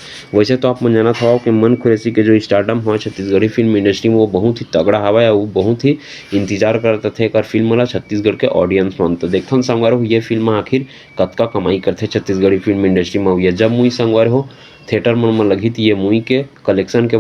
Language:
Chhattisgarhi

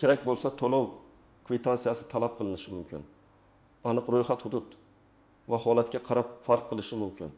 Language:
Uzbek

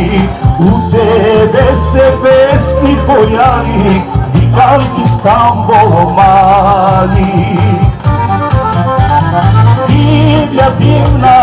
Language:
Bulgarian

